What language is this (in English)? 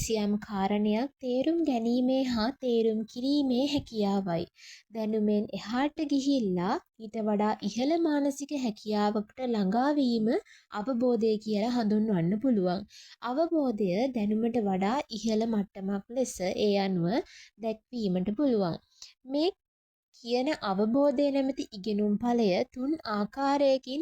Sinhala